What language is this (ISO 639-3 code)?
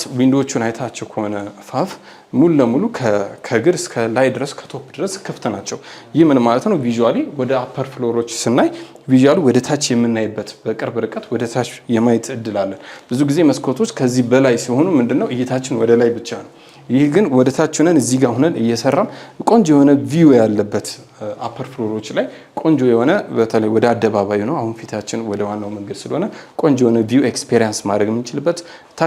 amh